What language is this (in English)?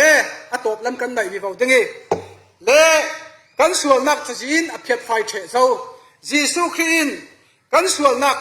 Falam Chin